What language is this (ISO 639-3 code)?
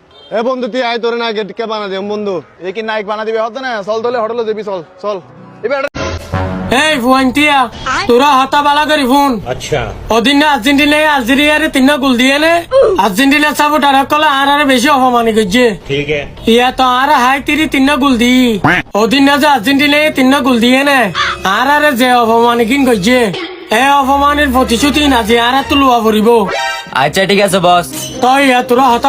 rhg